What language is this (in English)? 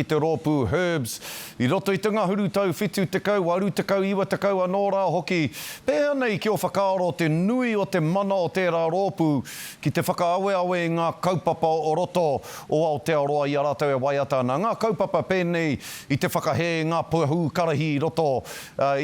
Māori